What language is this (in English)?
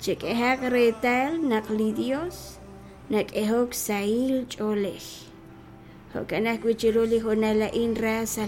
Kekchí